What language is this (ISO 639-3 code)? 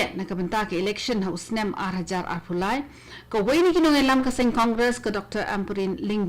kha